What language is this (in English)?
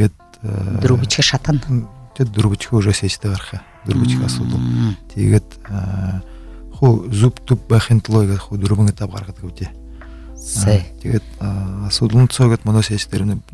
Buriat